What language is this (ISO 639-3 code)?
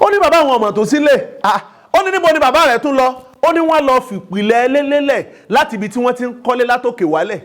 yor